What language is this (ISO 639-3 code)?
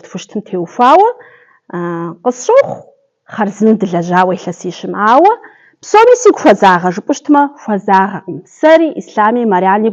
kbd